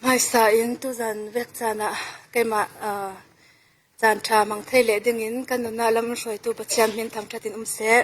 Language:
Falam Chin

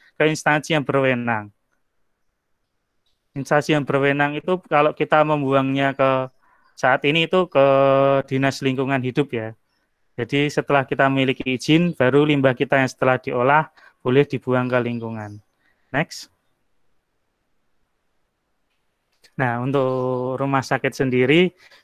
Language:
Indonesian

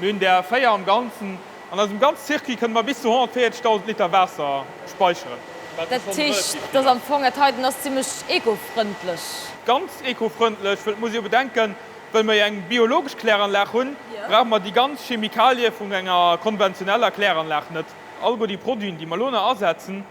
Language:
Luxembourgish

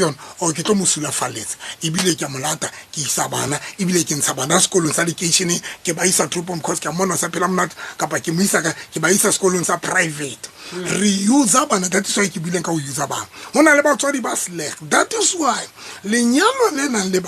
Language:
Southern Sotho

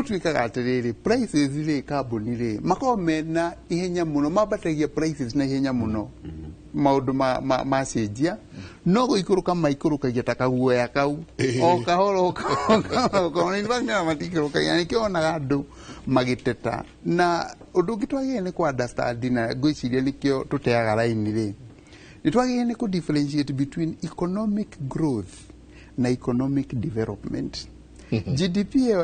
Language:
Kikuyu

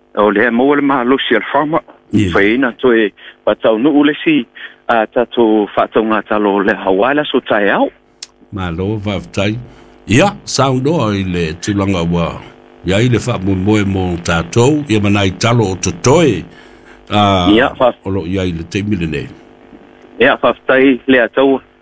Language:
Samoan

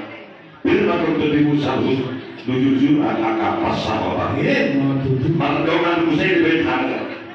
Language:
Batak Toba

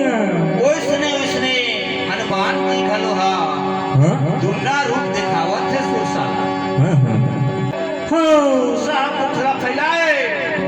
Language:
Chhattisgarhi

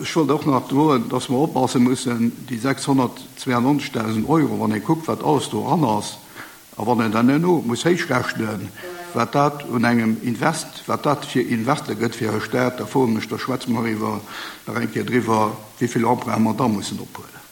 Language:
Luxembourgish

